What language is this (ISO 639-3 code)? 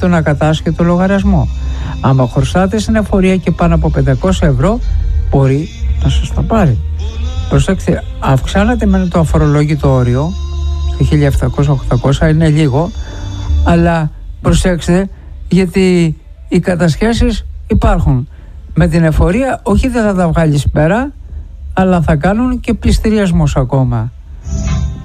ell